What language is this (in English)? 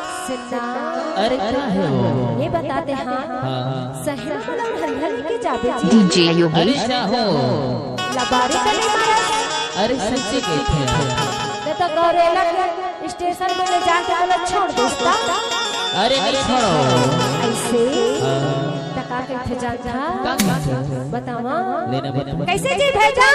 Chhattisgarhi